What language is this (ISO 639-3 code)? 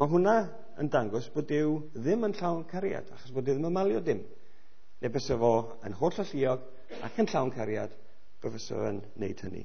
cym